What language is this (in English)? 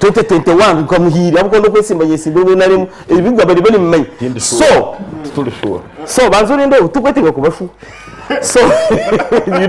Nyankole